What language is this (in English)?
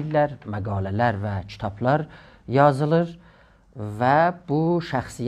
South Azerbaijani